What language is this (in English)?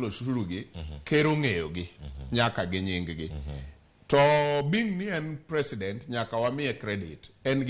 Luo (Kenya and Tanzania)